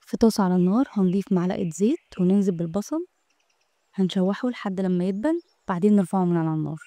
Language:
Egyptian Arabic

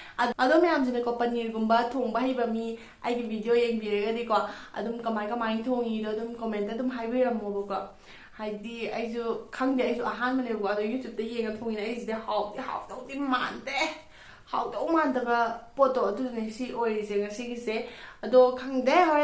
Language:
Manipuri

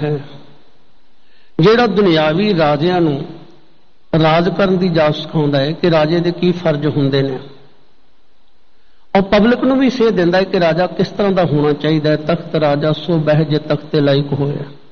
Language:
Punjabi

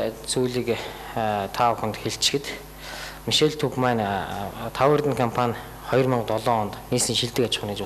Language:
Mongolian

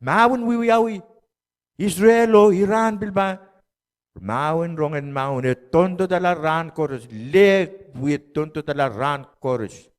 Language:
Pohnpeian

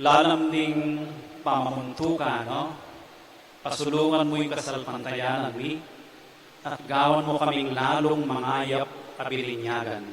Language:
Pampanga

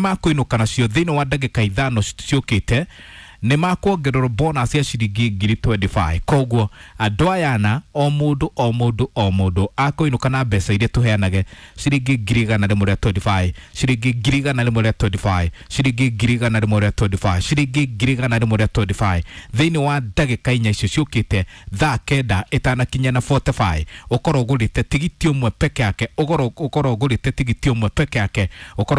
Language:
Kikuyu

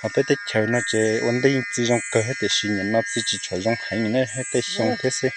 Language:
Hmong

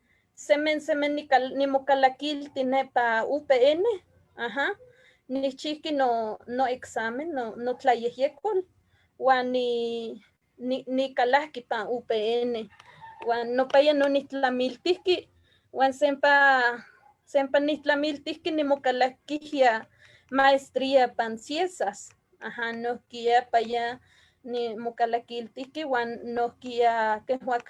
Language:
Eastern Huasteca Nahuatl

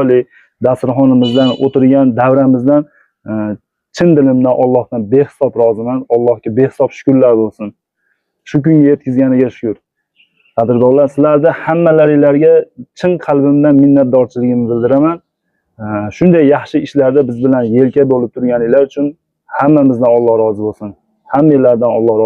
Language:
Uzbek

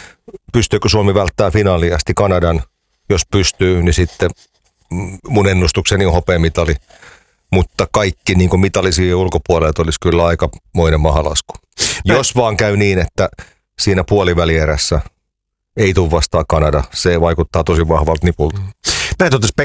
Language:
Finnish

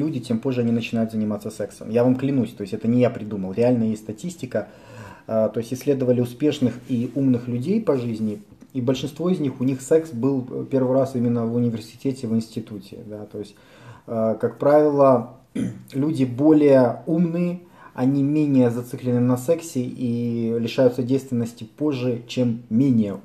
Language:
Russian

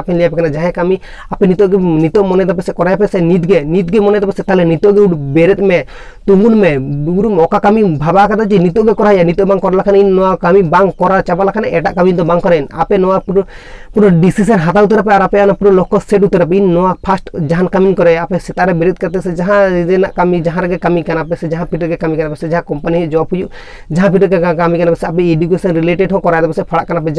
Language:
Santali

